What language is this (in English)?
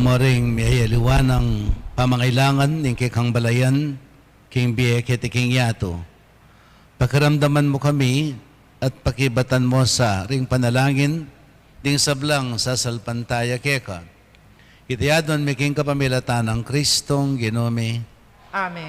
Pampanga